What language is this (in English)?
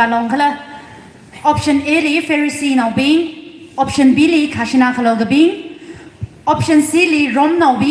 Tangkhul Naga (India)